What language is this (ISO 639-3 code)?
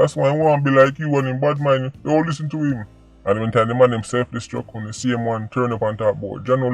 jam